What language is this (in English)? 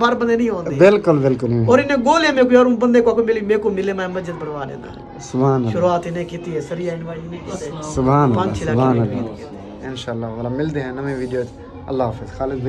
Saraiki